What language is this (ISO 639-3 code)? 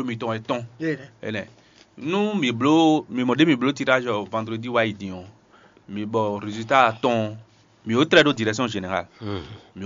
fon